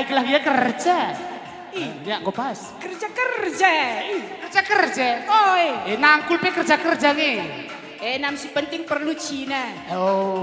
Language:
Batak Karo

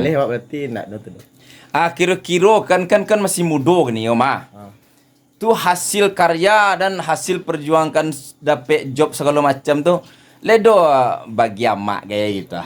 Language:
Minangkabau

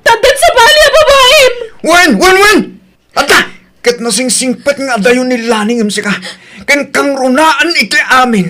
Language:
Iloko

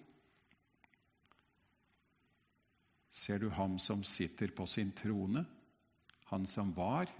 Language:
Norwegian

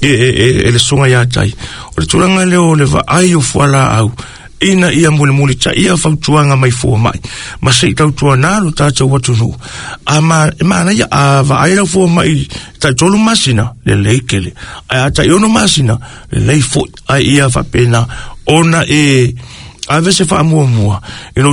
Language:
Samoan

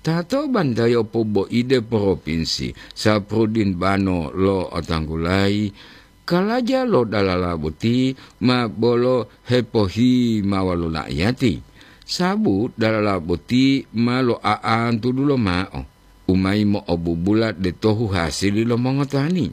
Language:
Gorontalo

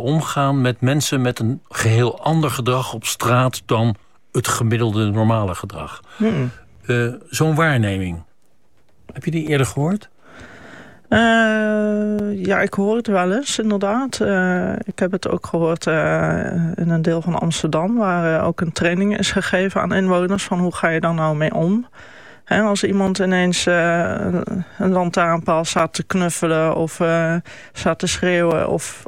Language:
Dutch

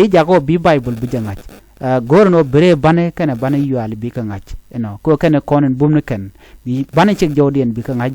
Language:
Nuer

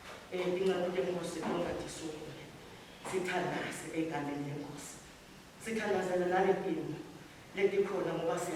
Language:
Swati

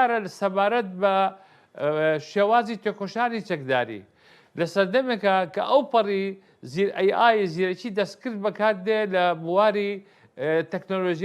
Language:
Central Kurdish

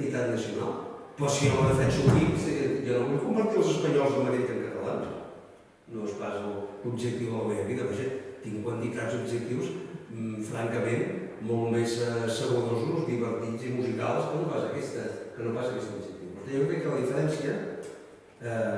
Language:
Catalan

